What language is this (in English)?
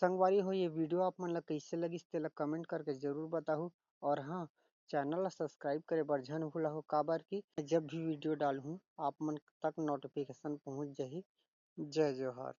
Chhattisgarhi